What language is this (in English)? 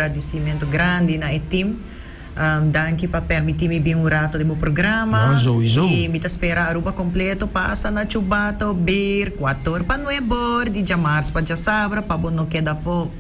Papiamento